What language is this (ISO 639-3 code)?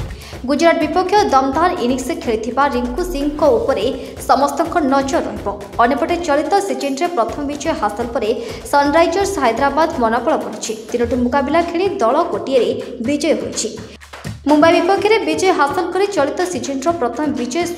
ori